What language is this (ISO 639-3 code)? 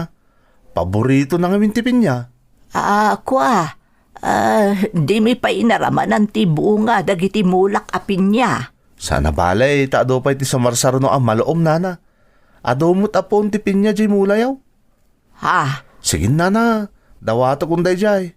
ilo